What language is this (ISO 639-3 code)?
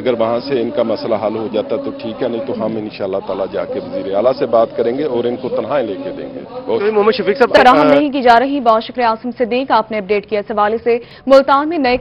urd